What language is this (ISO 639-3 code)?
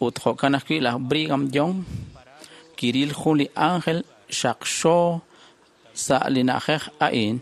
kek